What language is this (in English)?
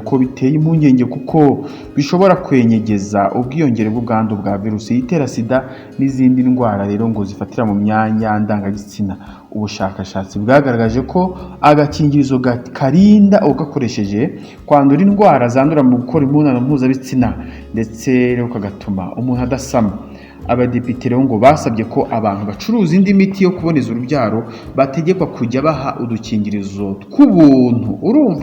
Kinyarwanda